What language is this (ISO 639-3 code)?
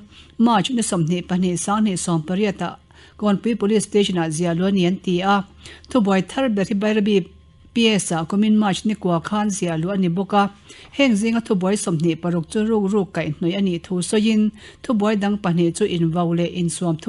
lus